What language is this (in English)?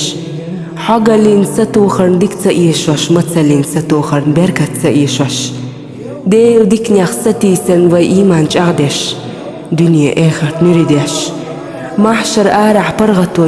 Chechen